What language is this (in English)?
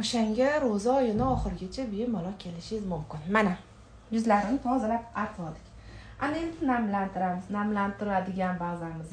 Uzbek